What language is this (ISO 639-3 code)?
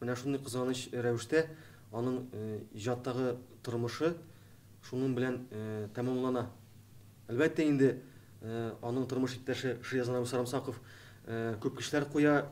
tat